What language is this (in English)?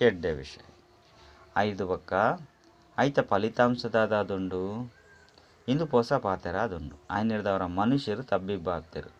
Tulu